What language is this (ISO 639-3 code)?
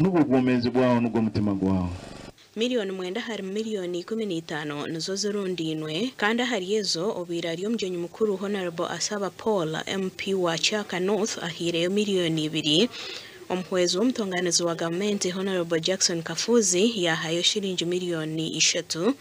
nyn